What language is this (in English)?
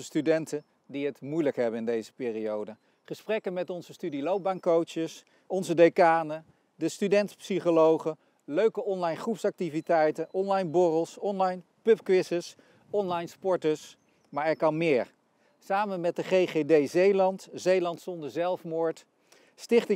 Dutch